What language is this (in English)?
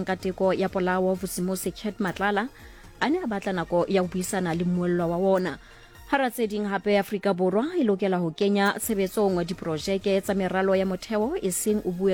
Southern Sotho